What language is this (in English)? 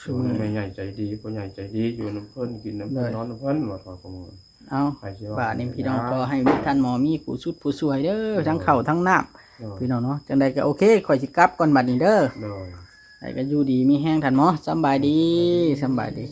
Northeastern Thai